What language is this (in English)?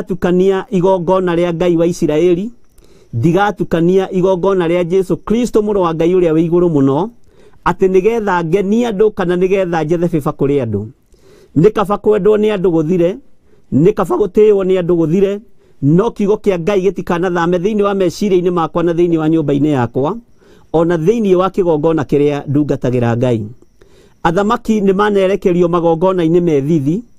Kikuyu